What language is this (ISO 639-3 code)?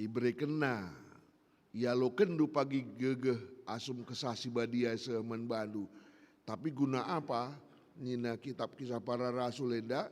btx